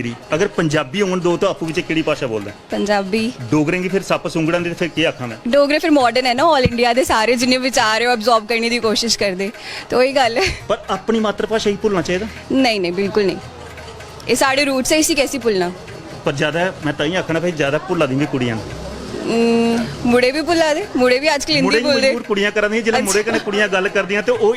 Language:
Dogri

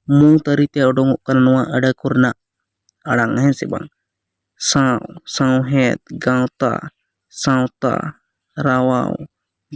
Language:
Santali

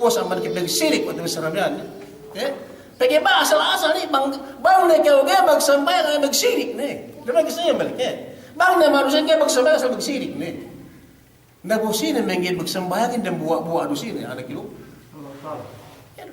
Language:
Yakan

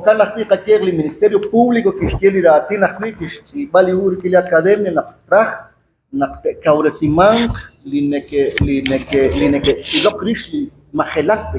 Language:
Kekchí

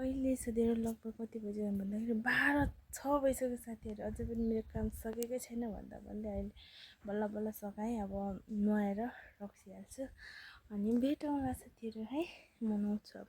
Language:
Nepali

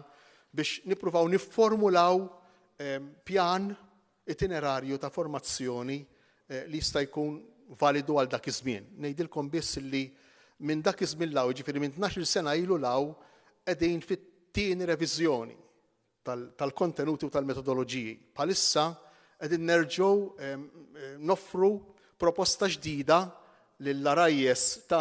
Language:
Maltese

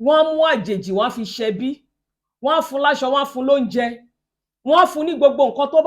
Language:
Yoruba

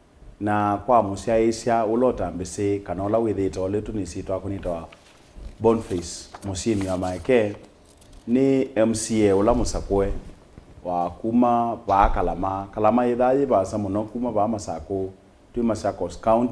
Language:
Kamba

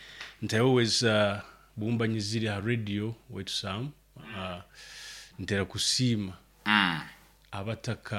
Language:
Nyoro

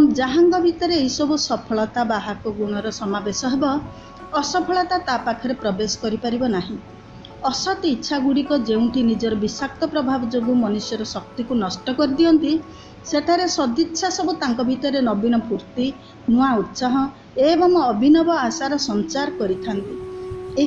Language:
Odia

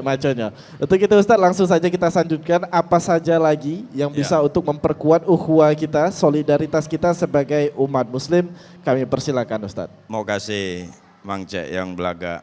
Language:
Musi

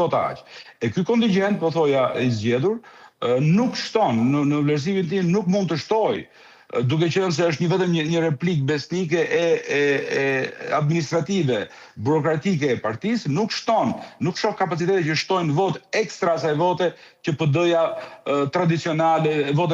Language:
Albanian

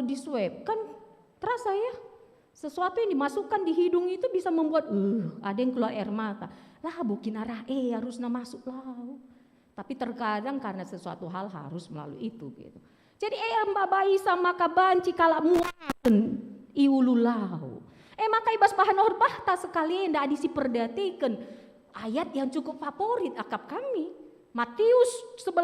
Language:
Batak Karo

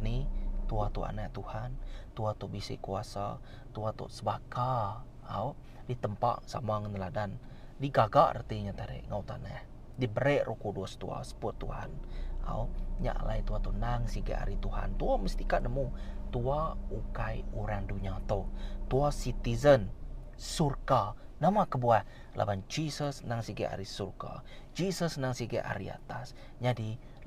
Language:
Iban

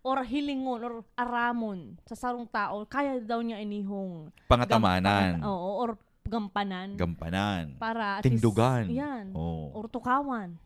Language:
Bikol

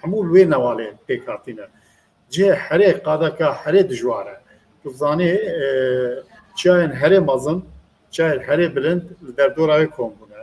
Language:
Kurdish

